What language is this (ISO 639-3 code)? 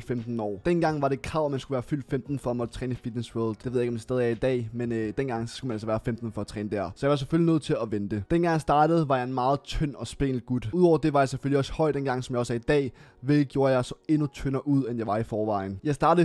dan